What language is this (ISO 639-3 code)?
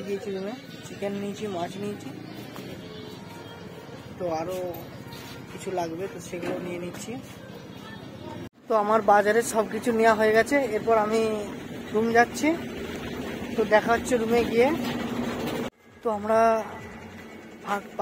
ben